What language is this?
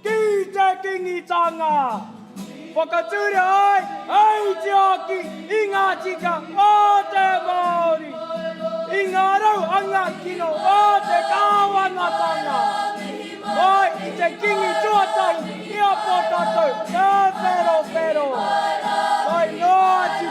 Māori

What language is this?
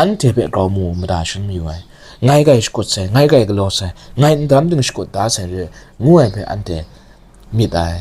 Kachin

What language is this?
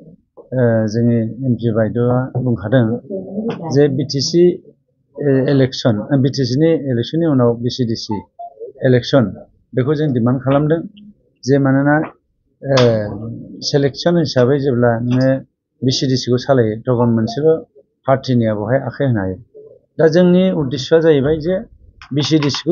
Bodo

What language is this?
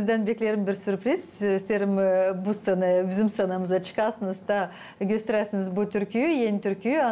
Gagauz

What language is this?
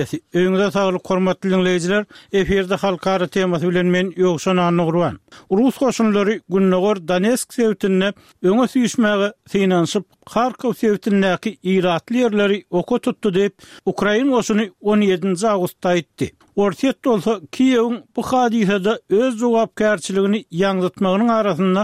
Turkmen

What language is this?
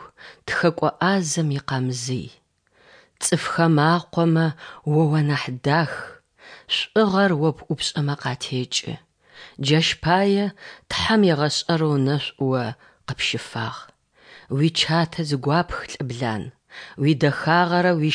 Kabardian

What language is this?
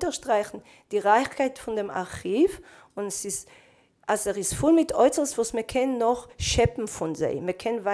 Yiddish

